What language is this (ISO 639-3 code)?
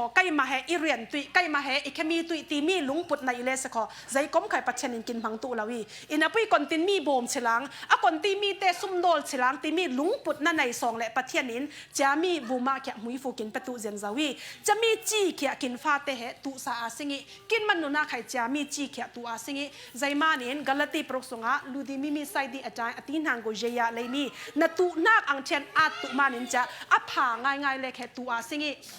cfm